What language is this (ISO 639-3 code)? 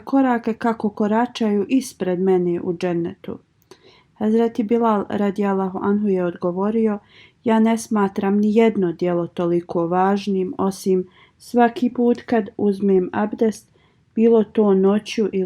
bos